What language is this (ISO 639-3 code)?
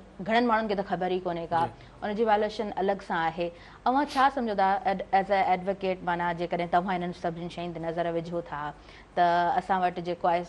snd